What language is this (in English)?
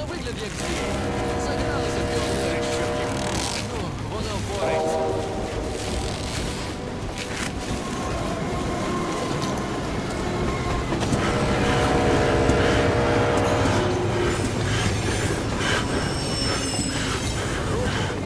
Ukrainian